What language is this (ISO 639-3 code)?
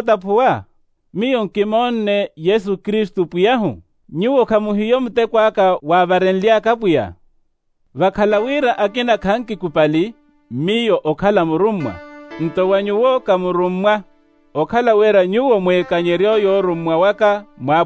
vmw